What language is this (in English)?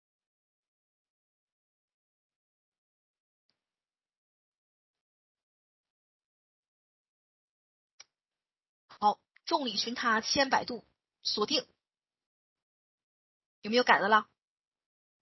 Chinese